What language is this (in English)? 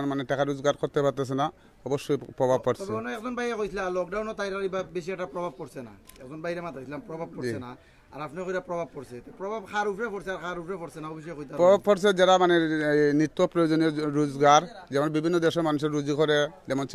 Sylheti